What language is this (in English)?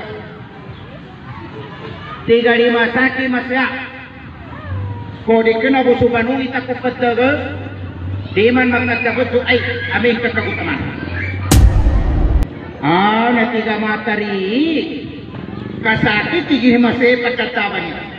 Maguindanaon